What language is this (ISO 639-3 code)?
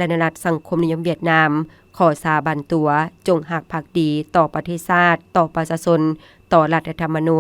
lao